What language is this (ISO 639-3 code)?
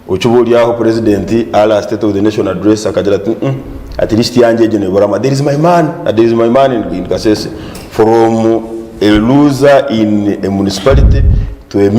nyn